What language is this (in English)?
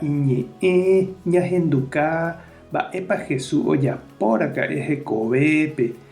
Guarani